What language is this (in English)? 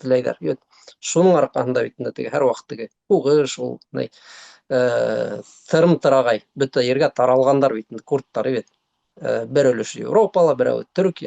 Bashkir